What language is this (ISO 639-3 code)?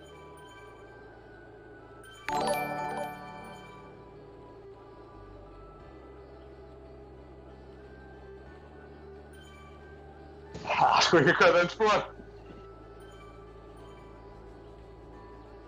dan